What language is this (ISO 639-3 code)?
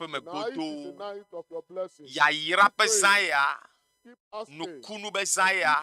ewe